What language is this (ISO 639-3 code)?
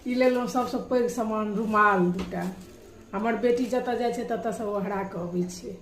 mai